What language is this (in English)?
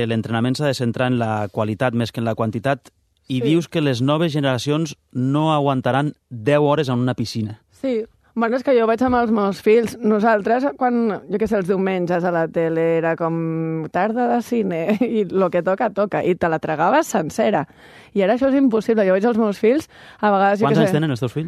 Catalan